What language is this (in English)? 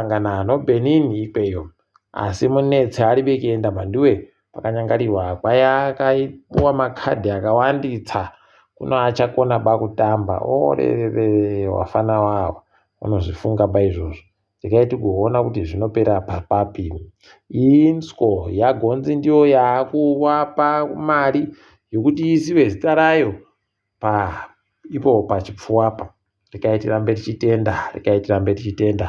Ndau